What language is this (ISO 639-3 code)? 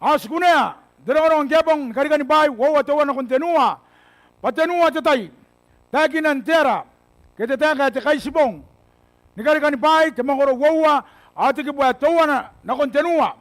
gil